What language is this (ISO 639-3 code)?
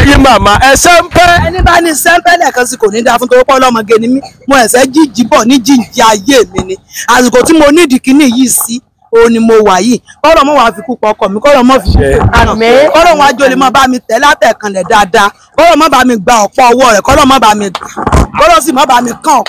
yor